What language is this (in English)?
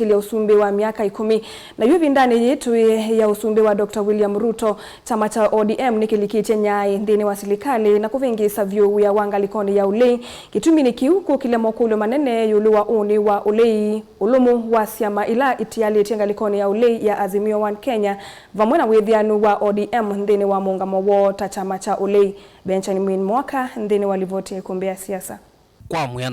Kamba